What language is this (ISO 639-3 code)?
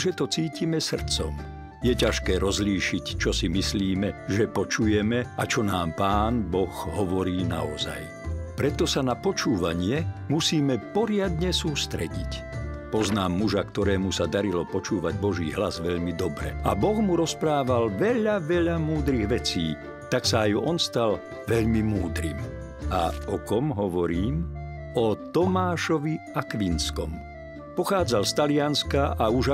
slk